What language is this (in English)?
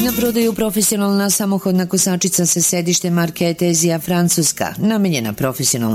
Serbian